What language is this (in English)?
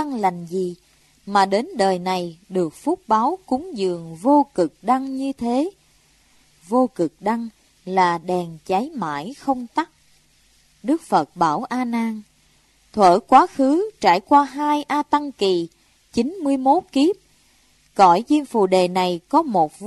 Vietnamese